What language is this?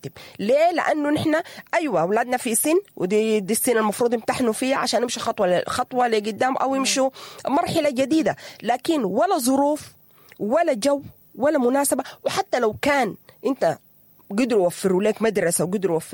Sudanese Arabic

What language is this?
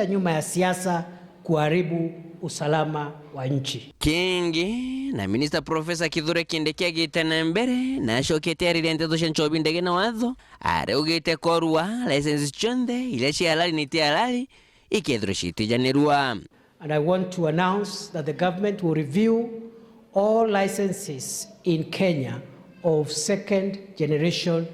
Meru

